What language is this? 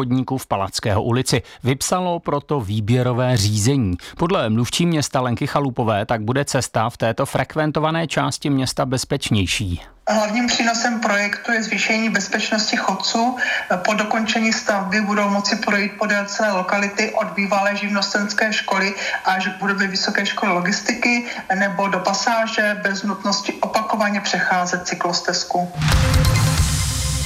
Czech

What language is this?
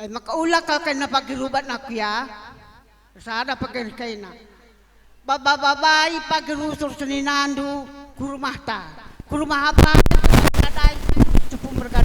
Batak Karo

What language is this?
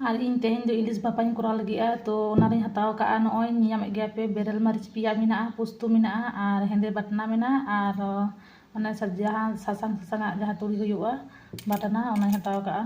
Santali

